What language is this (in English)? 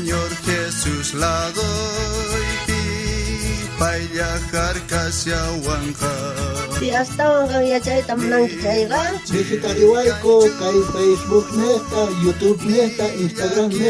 South Bolivian Quechua